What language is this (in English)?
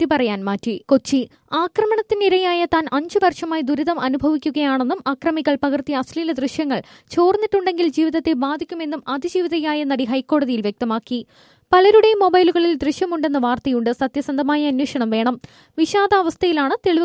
Malayalam